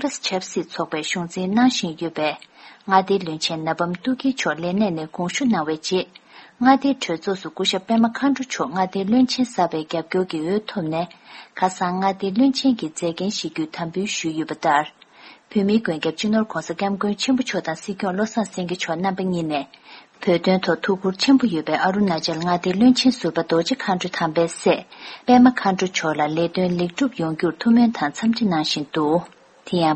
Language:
Tibetan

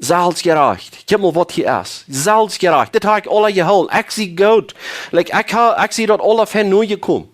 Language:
Plautdietsch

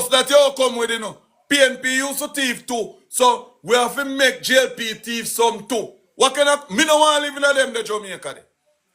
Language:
Jamaican Creole English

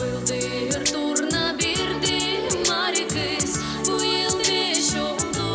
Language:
Gagauz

